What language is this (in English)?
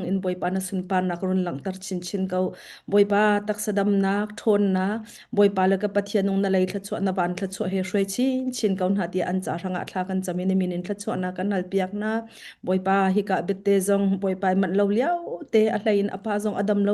Hakha Chin